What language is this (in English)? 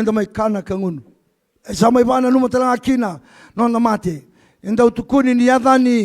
Fijian